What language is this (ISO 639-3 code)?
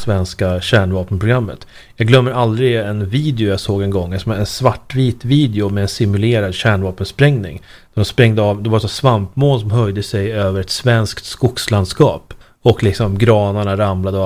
swe